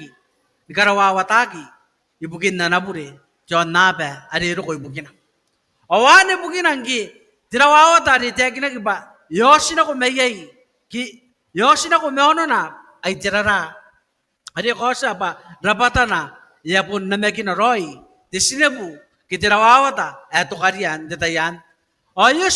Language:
Gilbertese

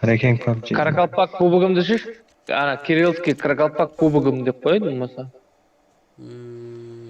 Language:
Kara-Kalpak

